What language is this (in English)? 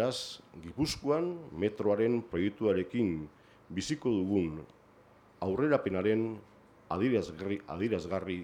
Basque